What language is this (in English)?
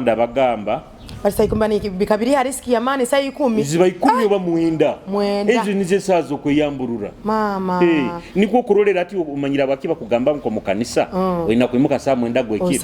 Nyoro